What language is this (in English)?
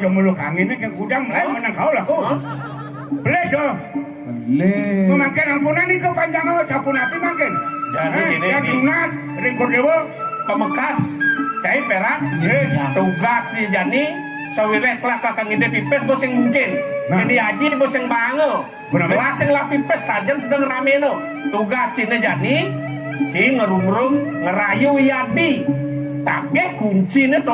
Balinese